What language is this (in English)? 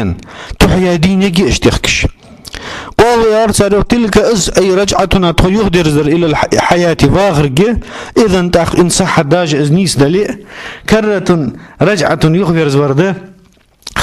Ingush